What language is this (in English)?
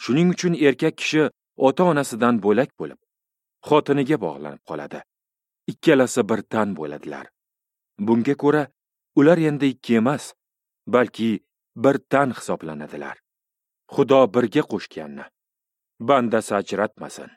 Uzbek